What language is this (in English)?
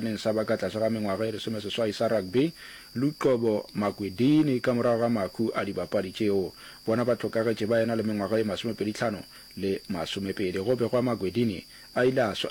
Northern Sotho